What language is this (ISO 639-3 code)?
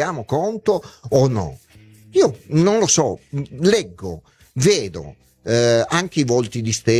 ita